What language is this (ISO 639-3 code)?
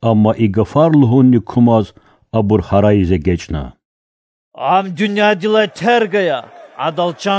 lez